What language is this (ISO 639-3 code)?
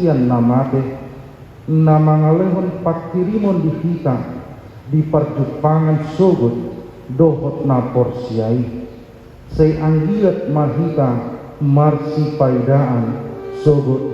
bbc